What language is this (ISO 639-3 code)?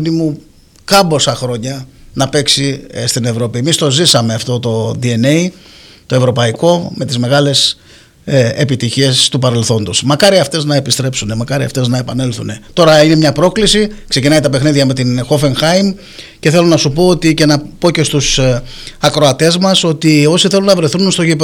ell